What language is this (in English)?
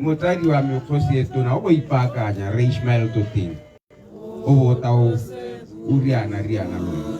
Tswana